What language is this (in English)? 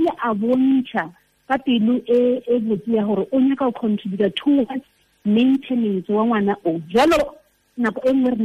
Tswana